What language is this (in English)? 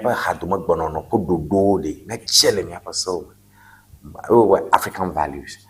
Ewe